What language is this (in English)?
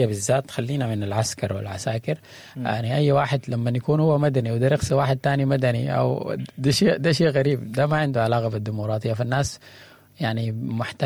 Sudanese Arabic